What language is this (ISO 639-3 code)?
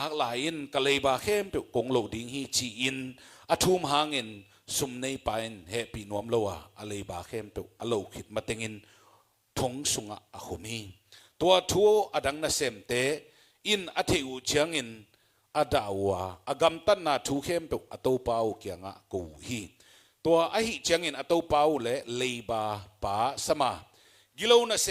ctd